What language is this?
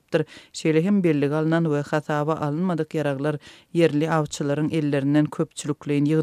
Turkmen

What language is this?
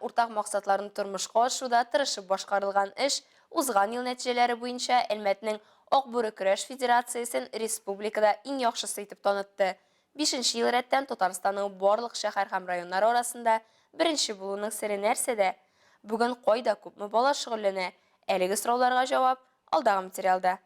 Tatar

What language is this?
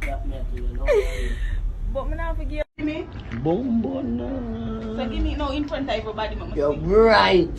Jamaican Creole English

